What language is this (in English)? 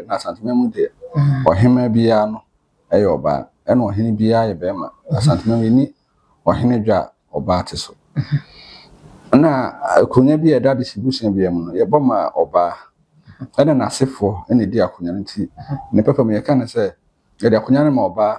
Akan